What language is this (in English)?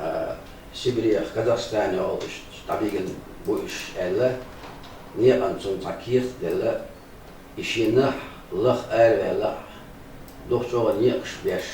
Chechen